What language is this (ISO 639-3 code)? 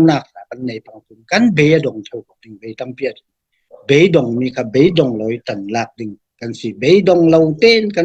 cfm